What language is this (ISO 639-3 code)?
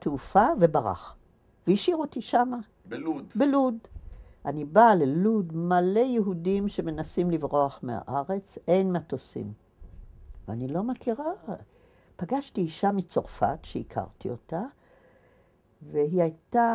heb